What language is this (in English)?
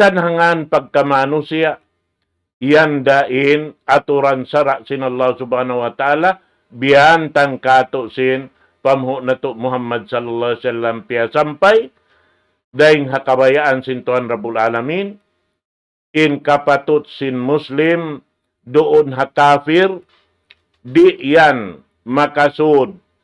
Tausug